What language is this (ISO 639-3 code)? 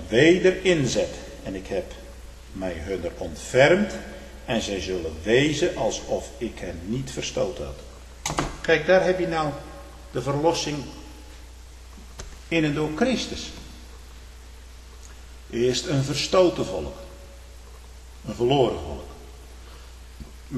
nld